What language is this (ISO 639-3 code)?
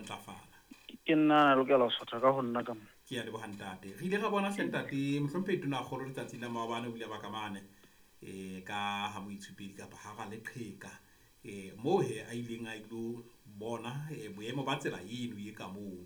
sot